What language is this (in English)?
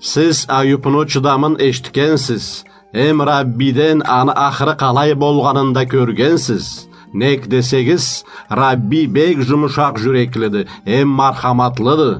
Karachay-Balkar